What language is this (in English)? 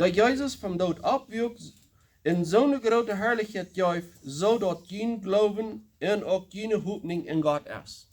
Plautdietsch